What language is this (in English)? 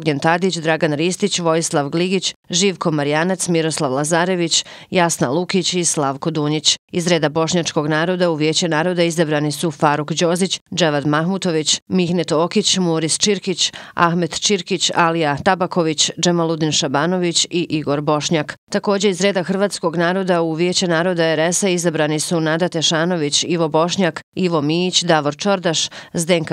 Bosnian